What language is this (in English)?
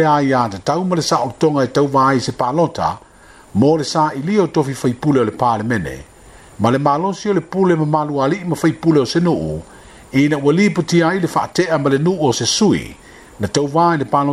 Samoan